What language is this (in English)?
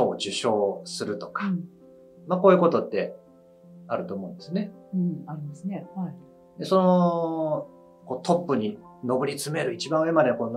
Japanese